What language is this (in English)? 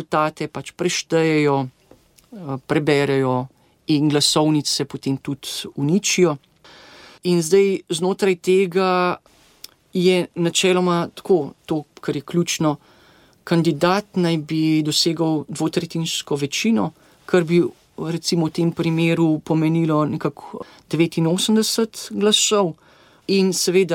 Slovenian